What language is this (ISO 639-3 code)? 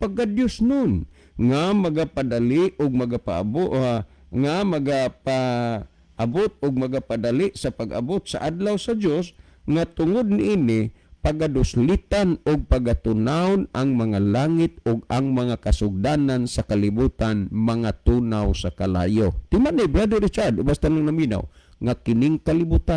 ceb